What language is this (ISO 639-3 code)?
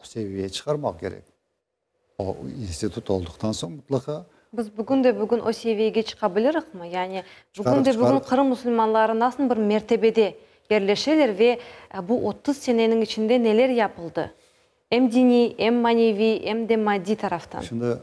crh